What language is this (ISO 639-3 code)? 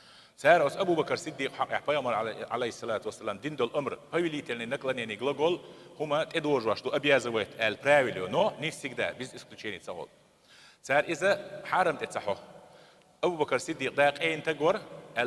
che